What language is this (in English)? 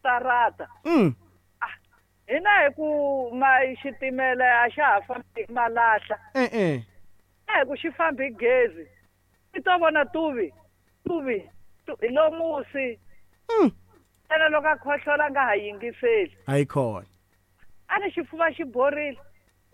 Tsonga